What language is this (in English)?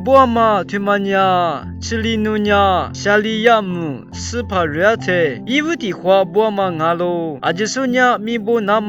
Lisu